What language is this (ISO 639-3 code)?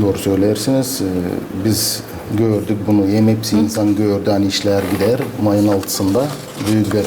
gag